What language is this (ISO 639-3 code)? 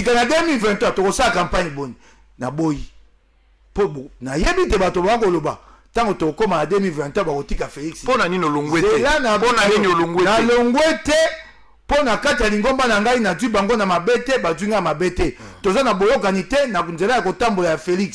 lin